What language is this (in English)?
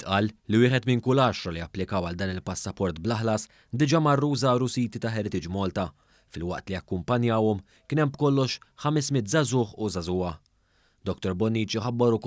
Maltese